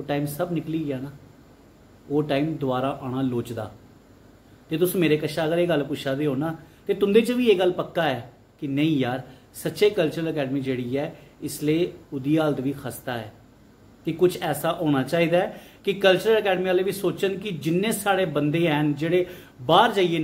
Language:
Dogri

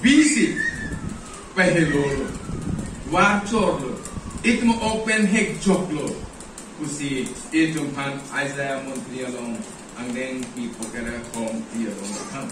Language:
Karbi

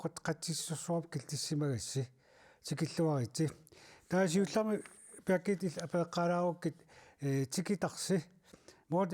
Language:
Kalaallisut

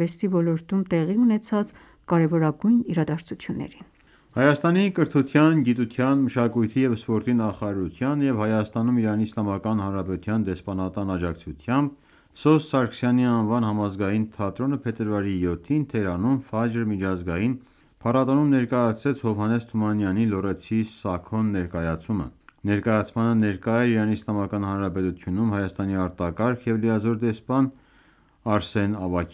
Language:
Armenian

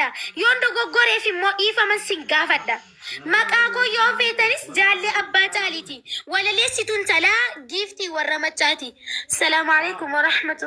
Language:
Oromo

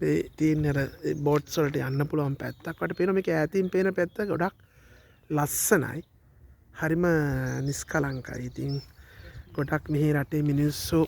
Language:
Sinhala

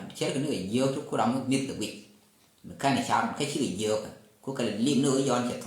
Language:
Nuer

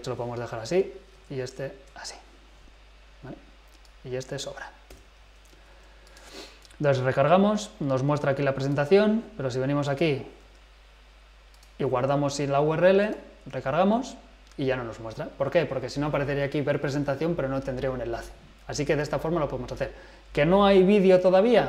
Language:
Spanish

